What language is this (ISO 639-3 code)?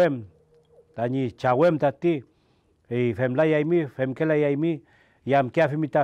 arn